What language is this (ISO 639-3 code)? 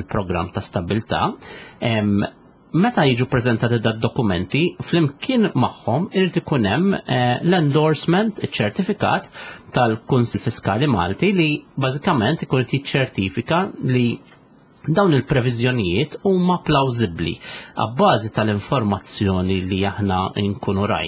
mlt